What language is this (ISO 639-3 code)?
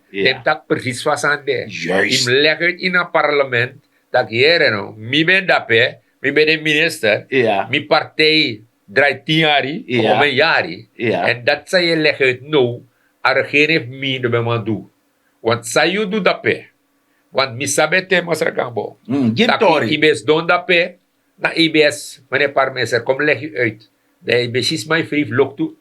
srn